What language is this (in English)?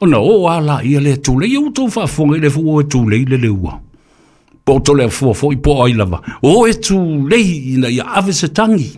Samoan